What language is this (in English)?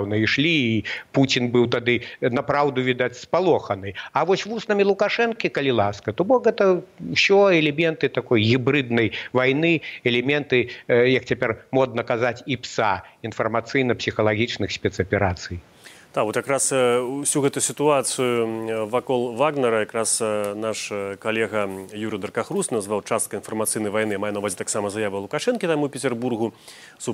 Belarusian